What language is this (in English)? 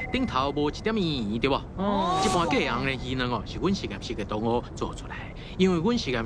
Min Nan Chinese